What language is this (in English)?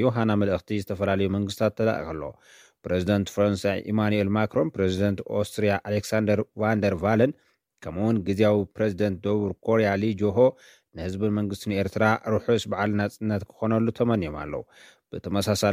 Tigrinya